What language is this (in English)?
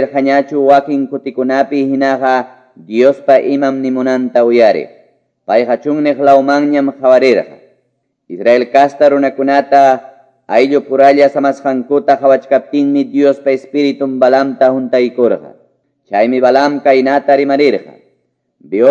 Quechua